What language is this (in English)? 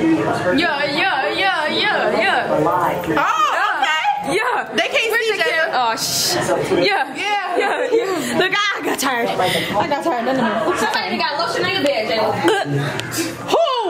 English